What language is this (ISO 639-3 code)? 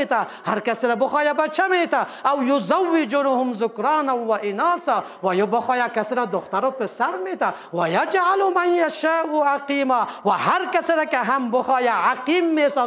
fas